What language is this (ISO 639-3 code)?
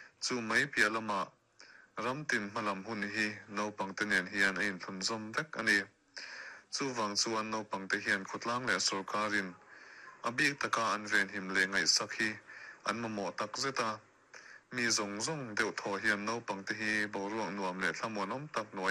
lus